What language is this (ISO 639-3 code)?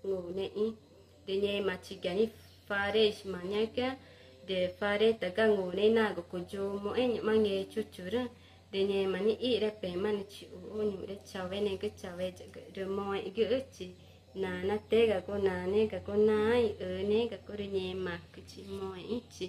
tca